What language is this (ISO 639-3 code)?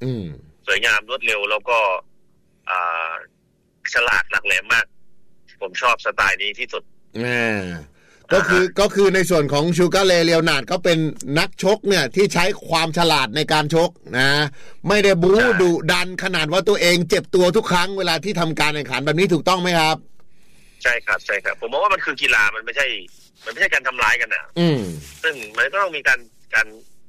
tha